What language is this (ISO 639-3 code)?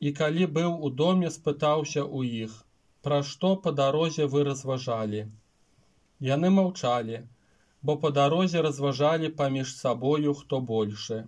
bel